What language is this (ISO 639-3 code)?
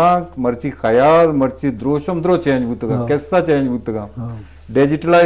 bgp